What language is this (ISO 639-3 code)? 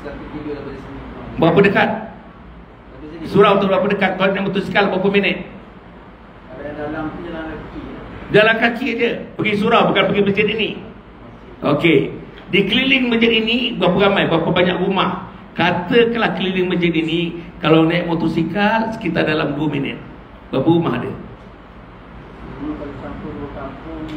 msa